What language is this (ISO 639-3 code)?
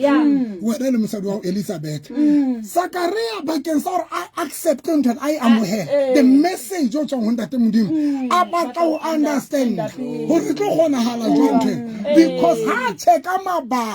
sot